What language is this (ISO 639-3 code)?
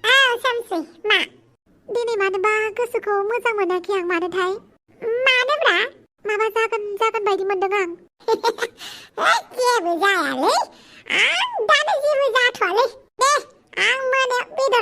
brx